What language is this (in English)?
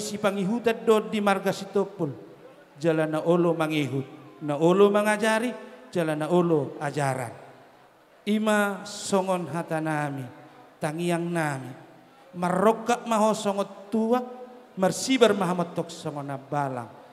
Batak Toba